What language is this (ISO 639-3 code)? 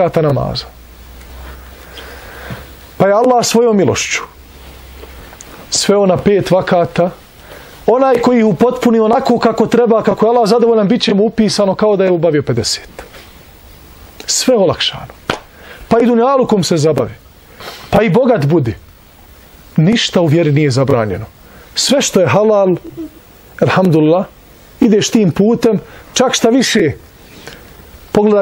bos